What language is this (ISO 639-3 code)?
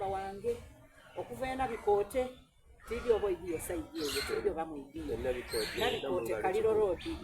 xog